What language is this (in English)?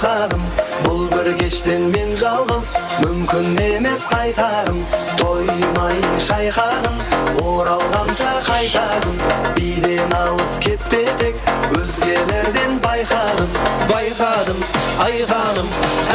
Kara-Kalpak